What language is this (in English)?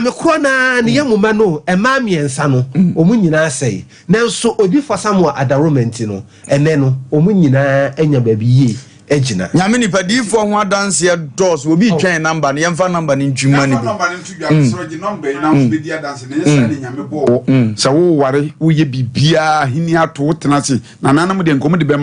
Akan